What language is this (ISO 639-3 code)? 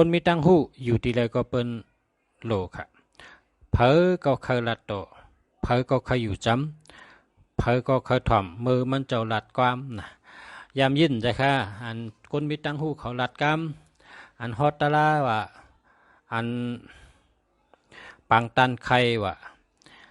shn